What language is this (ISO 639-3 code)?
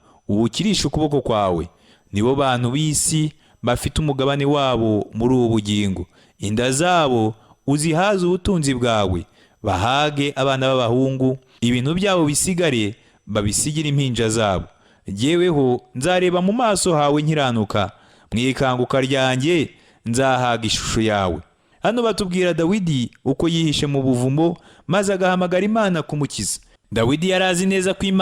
kin